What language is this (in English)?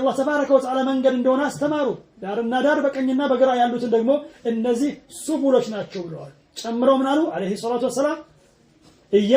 Amharic